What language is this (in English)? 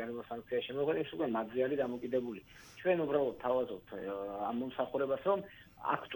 Georgian